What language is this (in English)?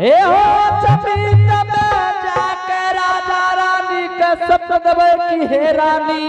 Angika